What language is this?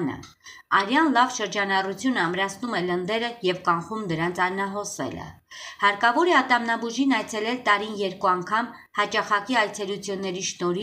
Armenian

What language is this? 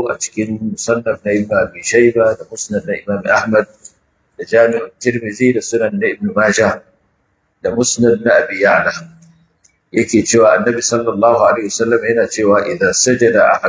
Hausa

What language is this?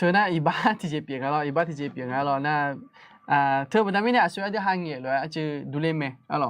Akha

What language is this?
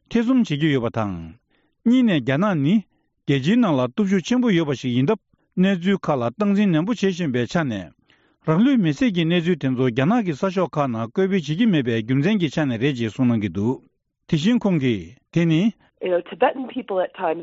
Tibetan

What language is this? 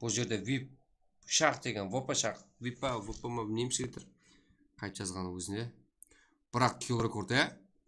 Kara-Kalpak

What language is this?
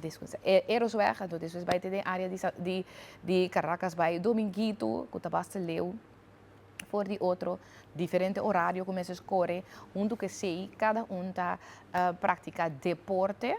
Papiamento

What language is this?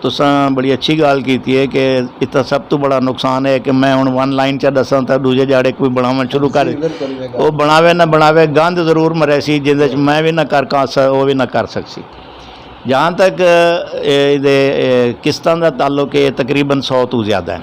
Western Panjabi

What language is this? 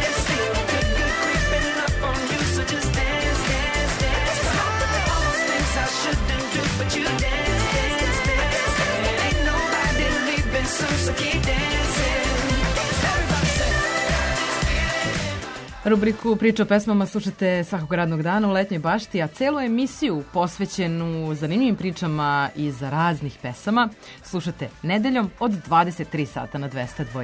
Serbian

